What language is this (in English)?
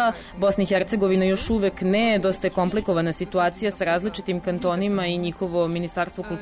Serbian